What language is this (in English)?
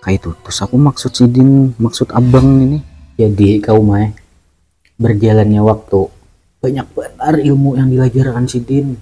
Banjar